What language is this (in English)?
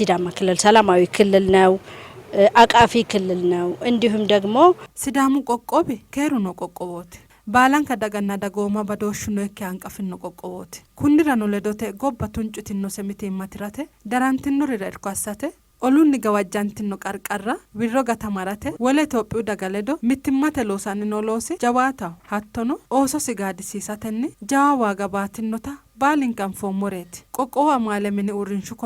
Sidamo